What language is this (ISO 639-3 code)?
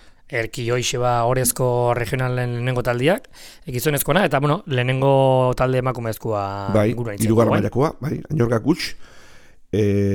eus